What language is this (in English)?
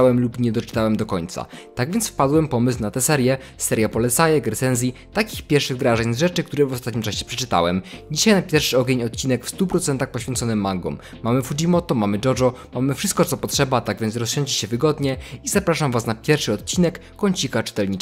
Polish